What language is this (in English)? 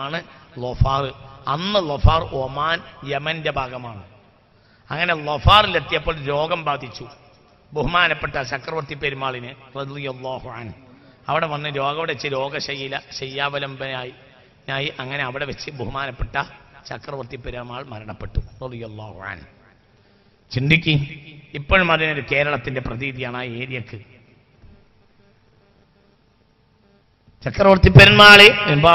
Malayalam